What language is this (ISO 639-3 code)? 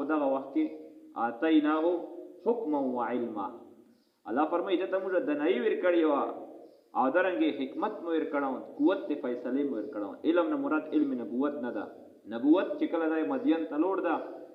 pus